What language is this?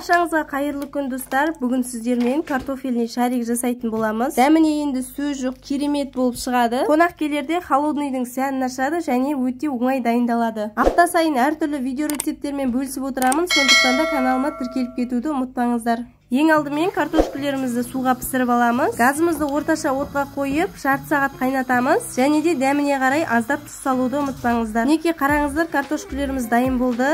Kazakh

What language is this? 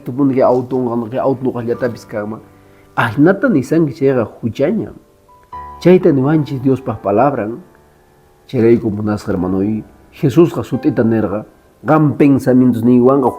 Quechua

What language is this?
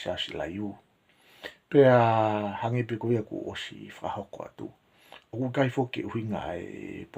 Tongan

